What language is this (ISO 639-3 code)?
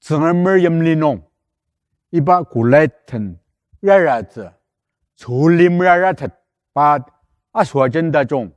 njo